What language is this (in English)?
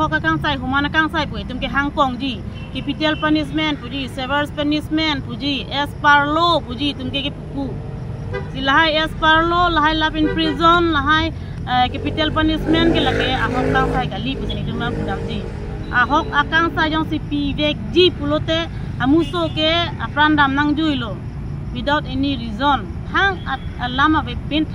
Karbi